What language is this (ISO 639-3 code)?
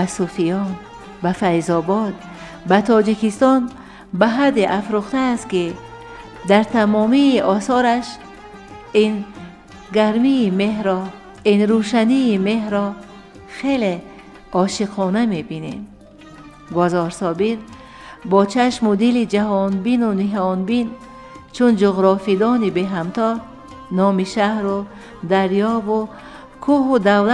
tgk